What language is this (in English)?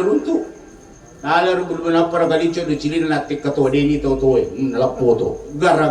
Buginese